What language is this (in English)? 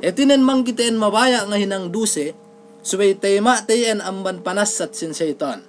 Yakan